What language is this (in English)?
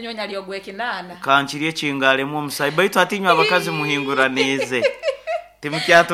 Nyoro